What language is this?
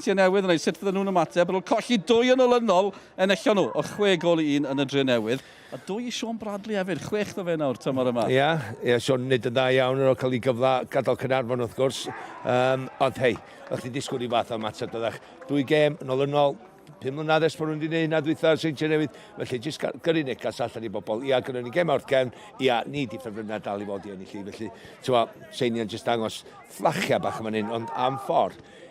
Welsh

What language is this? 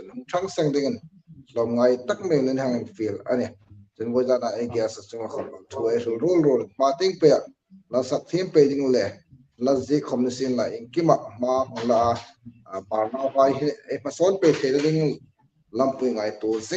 Hmar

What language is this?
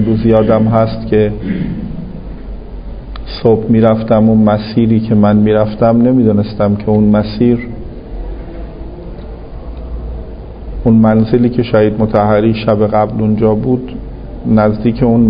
Persian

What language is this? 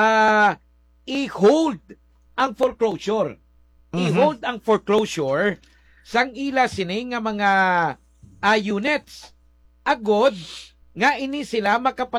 Hiligaynon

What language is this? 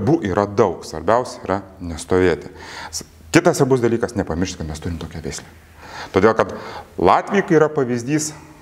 Lithuanian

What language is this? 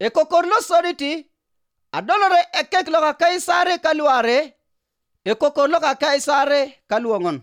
Teso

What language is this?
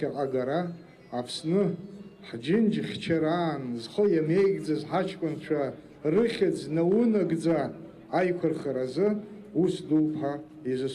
Abkhazian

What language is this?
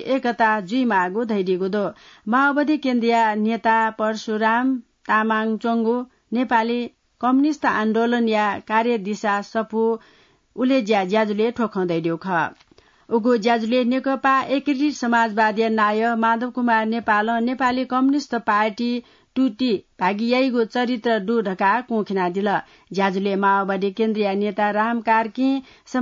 Newari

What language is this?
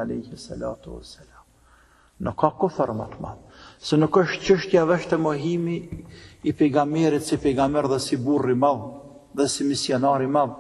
Albanian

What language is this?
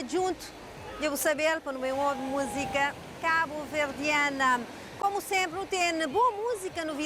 Kabuverdianu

